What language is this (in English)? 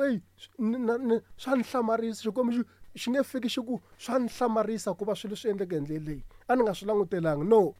Tsonga